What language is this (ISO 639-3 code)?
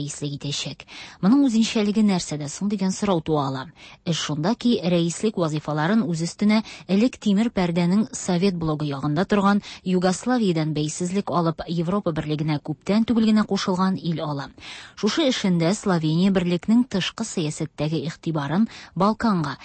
tat